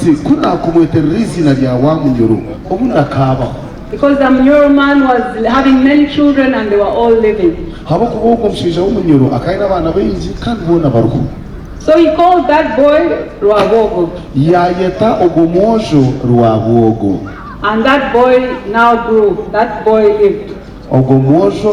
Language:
Nyankole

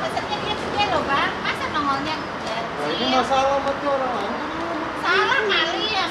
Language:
Betawi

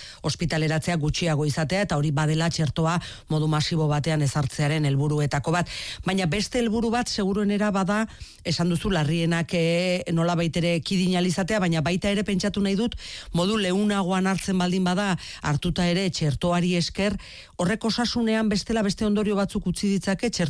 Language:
Basque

